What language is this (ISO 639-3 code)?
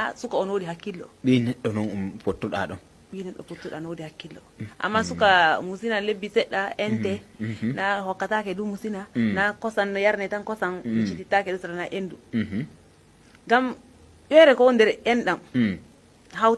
fuv